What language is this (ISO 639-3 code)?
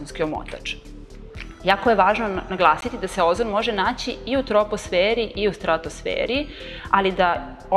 srp